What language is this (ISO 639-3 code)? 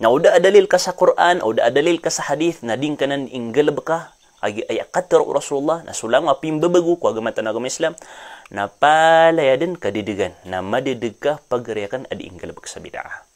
mrw